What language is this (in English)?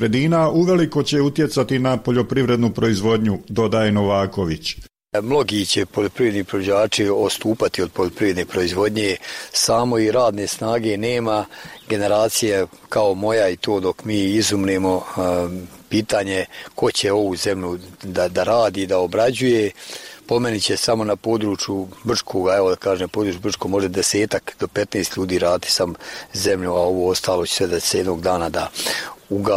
Bosnian